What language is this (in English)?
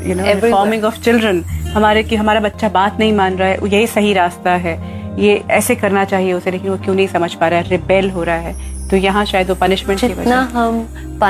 Hindi